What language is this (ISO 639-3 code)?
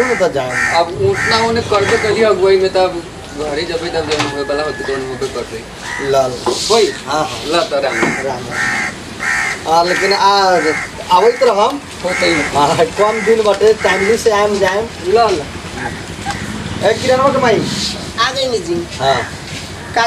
bho